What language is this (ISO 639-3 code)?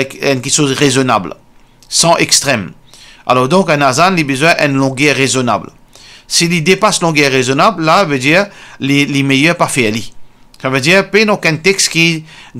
mfe